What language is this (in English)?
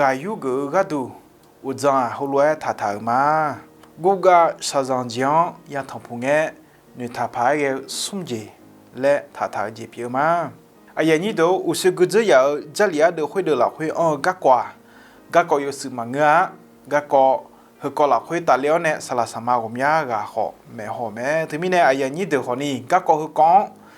Akha